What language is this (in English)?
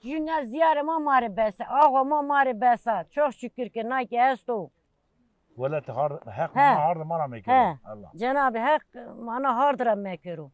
Zaza